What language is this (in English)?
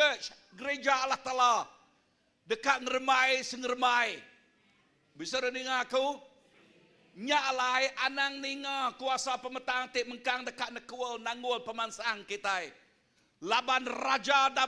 Iban